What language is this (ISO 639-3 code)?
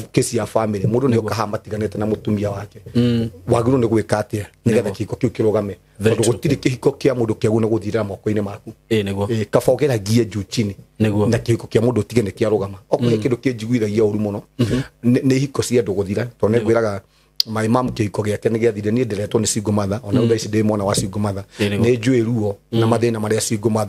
kik